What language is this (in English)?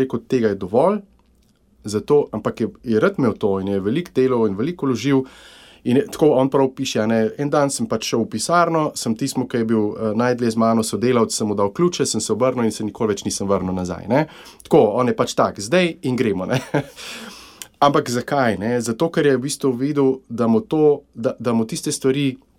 Slovenian